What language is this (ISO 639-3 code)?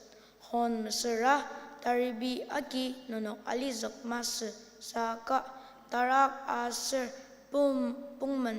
njo